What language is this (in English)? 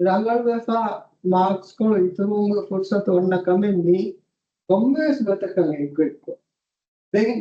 Divehi